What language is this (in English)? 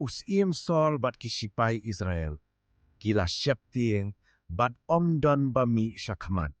Khasi